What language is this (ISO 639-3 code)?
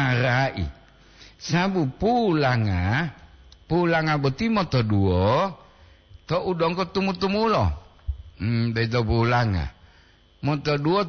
gor